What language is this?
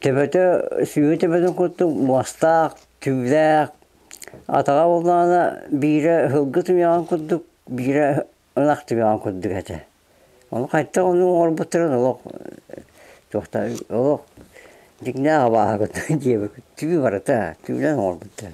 Yakut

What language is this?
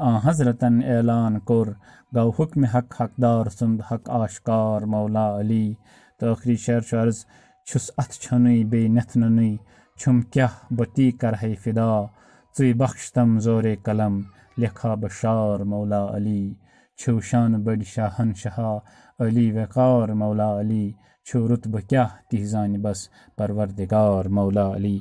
Kashmiri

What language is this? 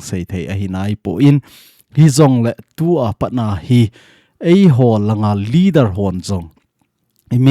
Thado Chin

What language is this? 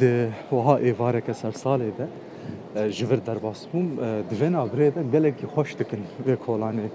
Kurdish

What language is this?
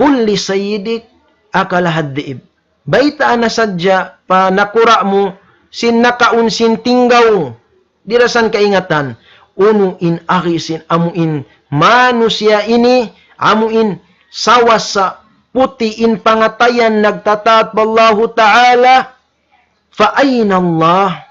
Tausug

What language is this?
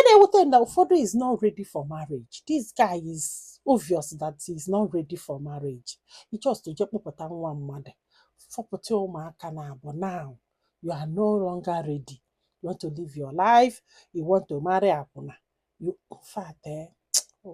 Igbo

